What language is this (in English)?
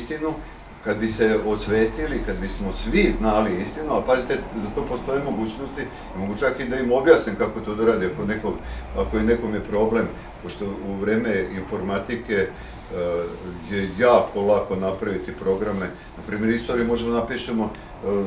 Serbian